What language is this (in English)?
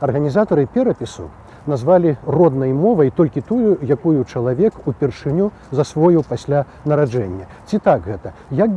Belarusian